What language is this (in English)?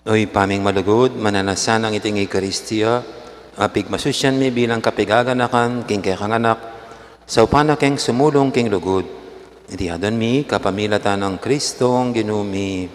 Pampanga